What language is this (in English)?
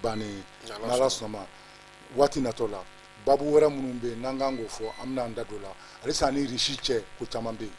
Bambara